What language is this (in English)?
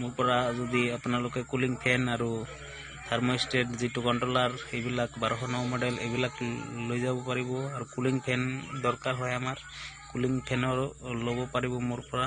Assamese